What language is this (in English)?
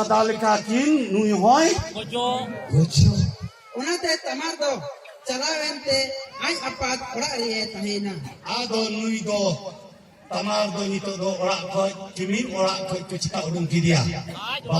Santali